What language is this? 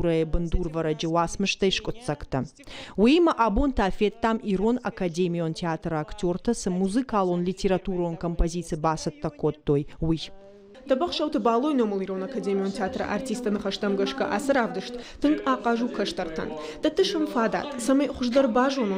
Ossetic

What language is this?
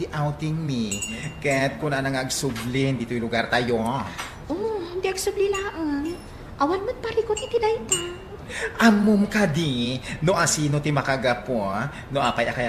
Iloko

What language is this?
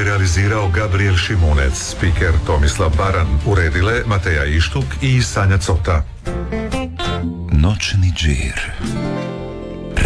Croatian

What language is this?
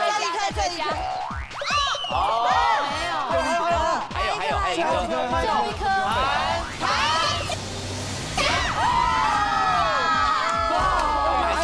Chinese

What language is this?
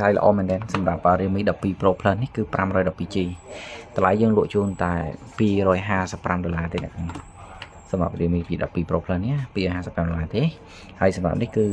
Khmer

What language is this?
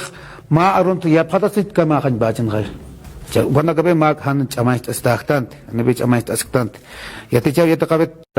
Aymara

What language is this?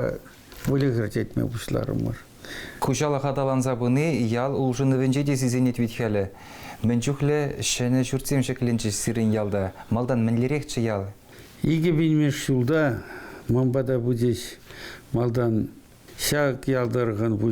Chuvash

